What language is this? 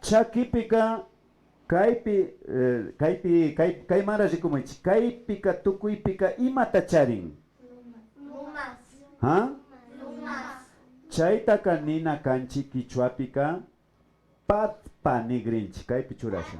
Imbabura Highland Quichua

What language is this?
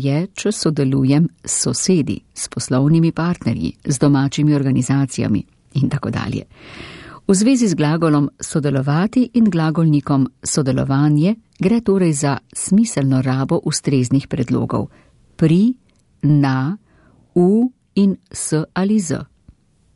Slovenian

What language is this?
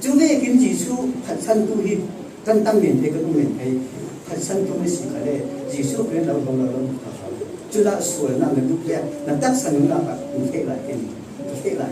Falam Chin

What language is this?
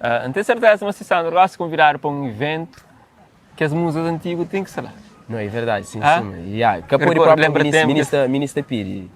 Kabuverdianu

